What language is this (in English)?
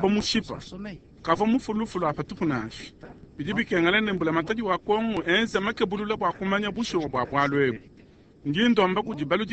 Luba-Lulua